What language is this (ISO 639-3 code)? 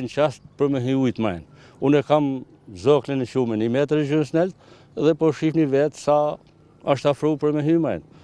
sqi